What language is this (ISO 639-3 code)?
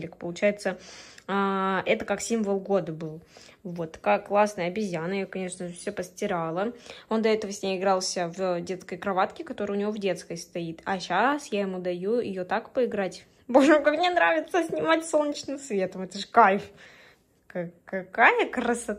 rus